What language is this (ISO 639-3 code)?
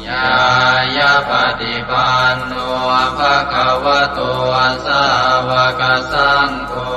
pli